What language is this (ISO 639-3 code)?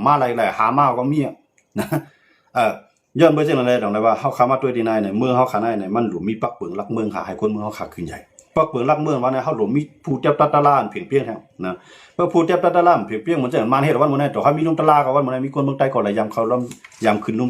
shn